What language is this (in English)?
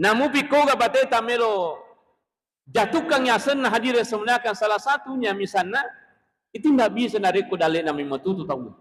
Buginese